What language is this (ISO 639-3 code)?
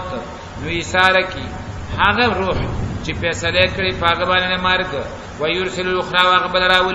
pus